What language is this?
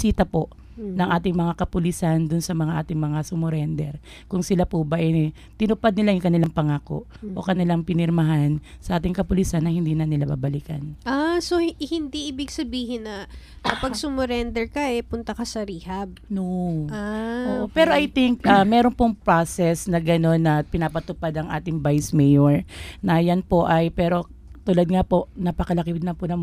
Filipino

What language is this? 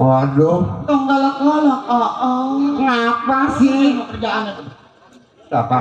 Betawi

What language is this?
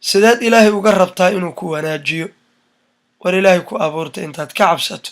Somali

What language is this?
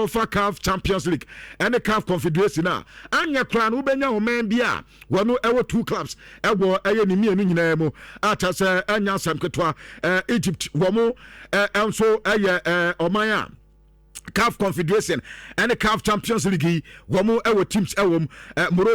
Akan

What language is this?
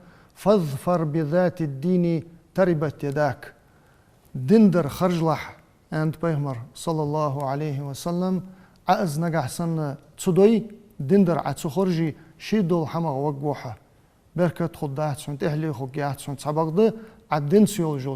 Ingush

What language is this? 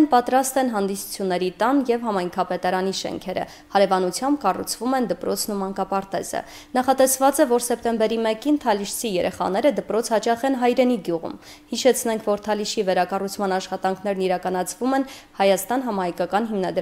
Armenian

